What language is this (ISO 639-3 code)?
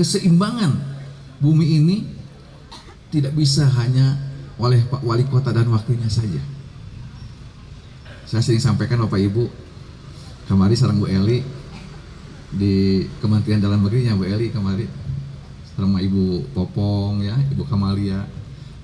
ind